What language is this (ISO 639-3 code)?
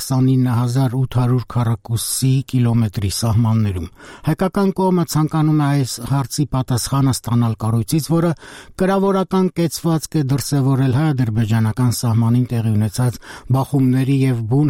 hye